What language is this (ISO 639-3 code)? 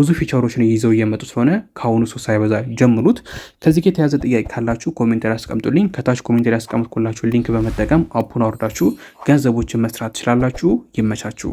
amh